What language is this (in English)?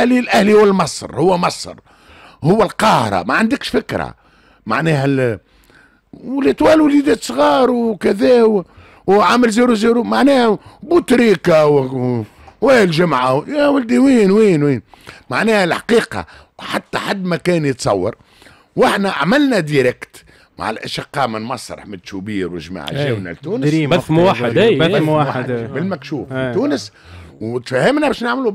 Tunisian Arabic